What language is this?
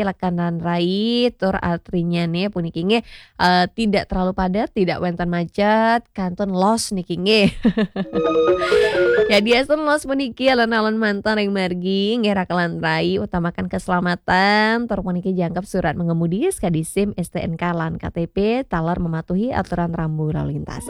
Balinese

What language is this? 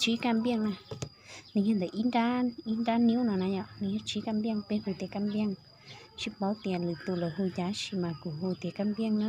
Hmong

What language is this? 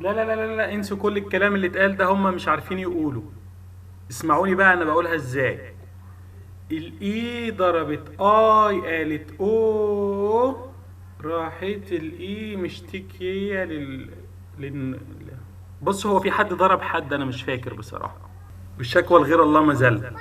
Egyptian Arabic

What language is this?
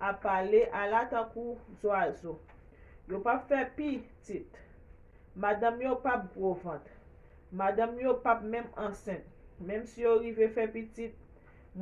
Haitian Creole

